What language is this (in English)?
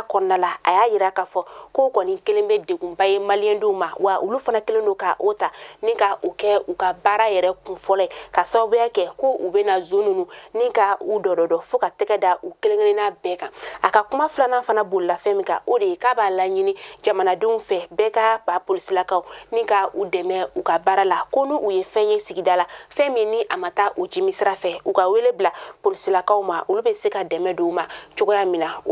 Bambara